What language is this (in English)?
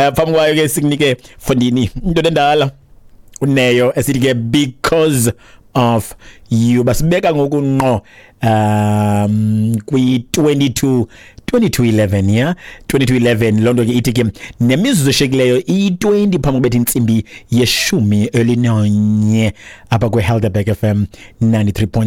Xhosa